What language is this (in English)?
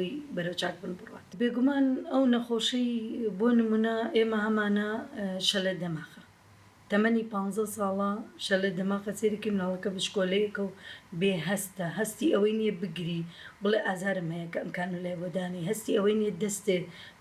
Central Kurdish